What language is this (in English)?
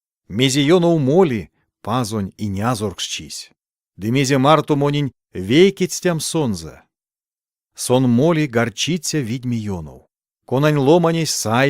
Erzya